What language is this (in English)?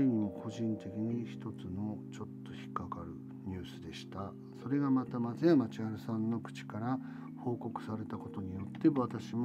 Japanese